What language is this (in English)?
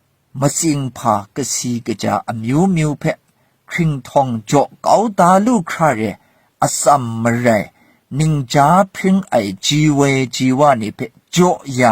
Kachin